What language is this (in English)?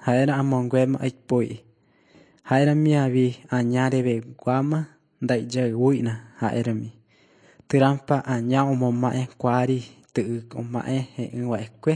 Guarani